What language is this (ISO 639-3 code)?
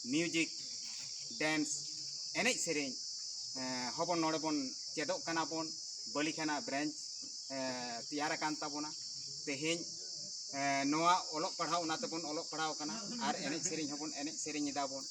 sat